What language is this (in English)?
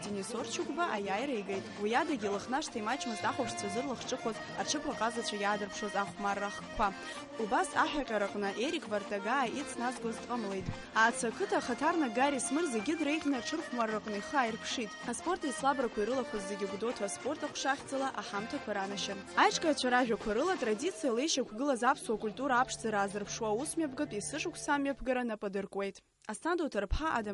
Abkhazian